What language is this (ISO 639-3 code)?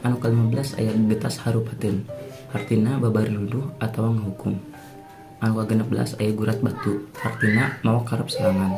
sun